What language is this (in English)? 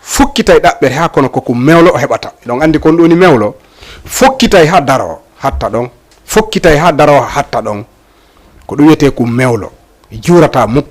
Fula